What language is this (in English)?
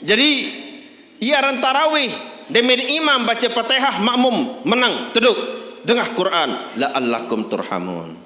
Sasak